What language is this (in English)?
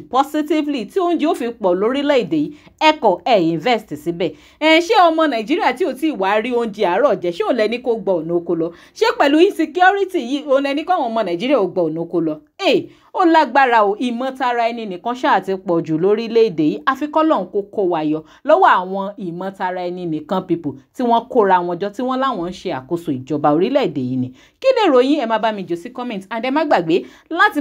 Yoruba